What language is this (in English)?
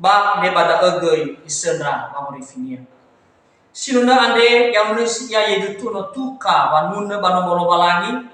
Nias